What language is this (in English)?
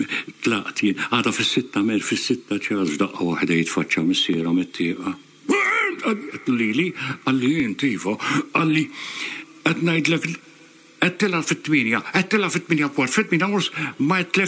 Maltese